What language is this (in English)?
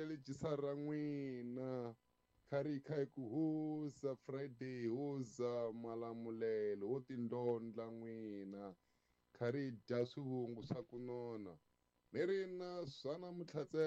Tsonga